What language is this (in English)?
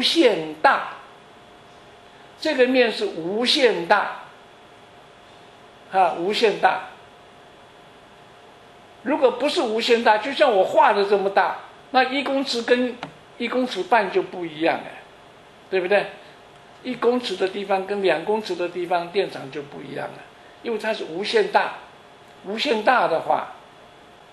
Chinese